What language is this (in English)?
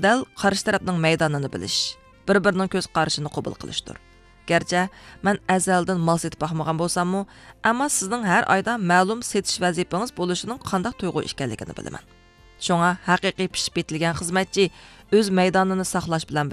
Uyghur